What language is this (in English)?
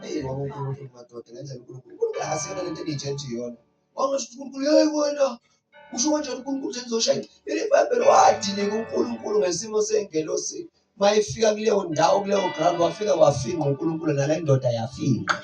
Zulu